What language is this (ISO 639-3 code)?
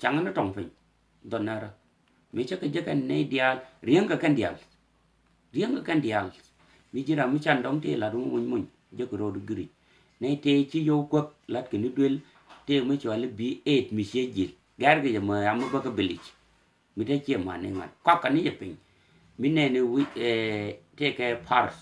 nus